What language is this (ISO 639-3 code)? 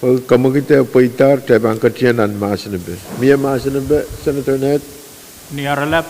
pon